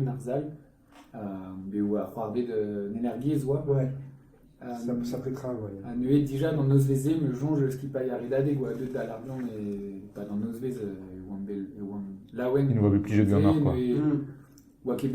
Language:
Breton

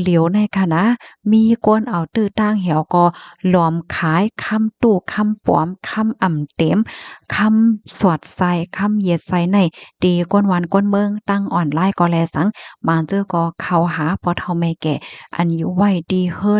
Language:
Shan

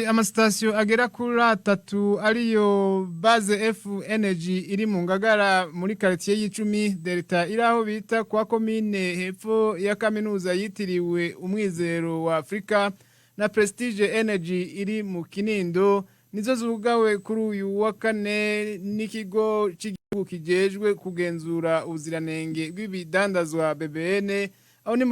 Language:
Rundi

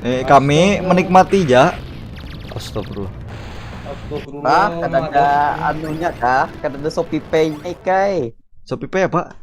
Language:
Banjar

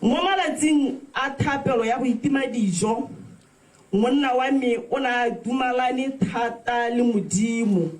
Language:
Tswana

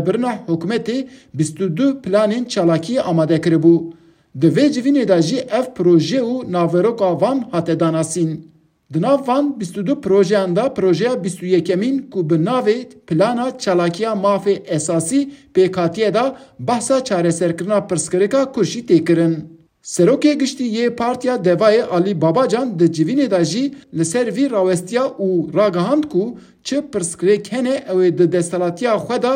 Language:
Kurdish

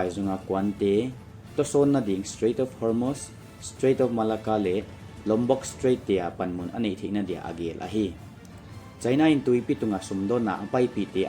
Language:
Paite Chin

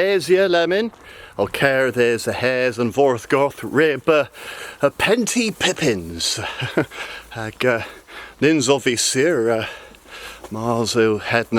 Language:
Cornish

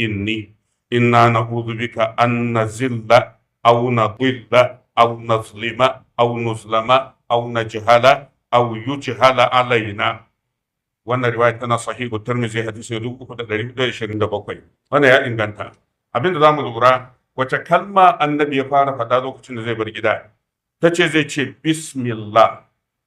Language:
Hausa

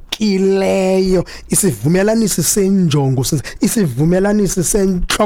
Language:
Xhosa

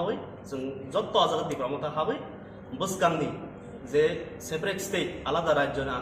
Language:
Kok Borok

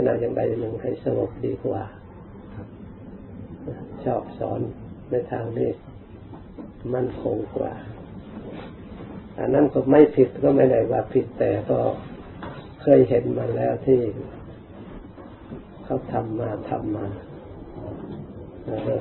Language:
Thai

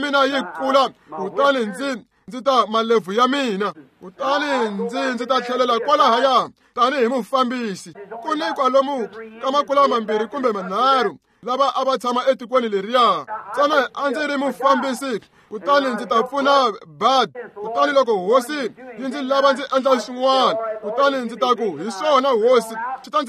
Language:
Tsonga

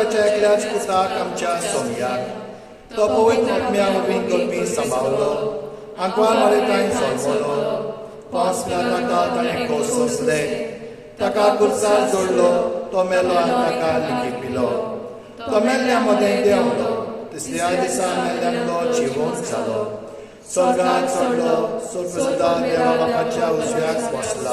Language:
Konkani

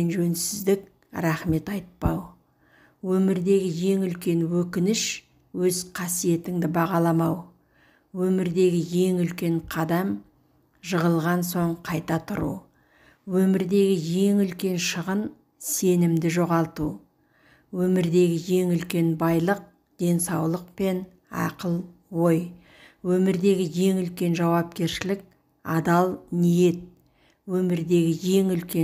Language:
Kazakh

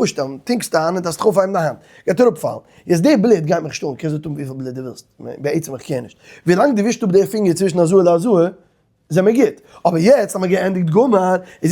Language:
Yiddish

